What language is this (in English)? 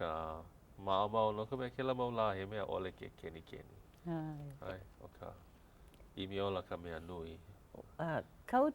Hawaiian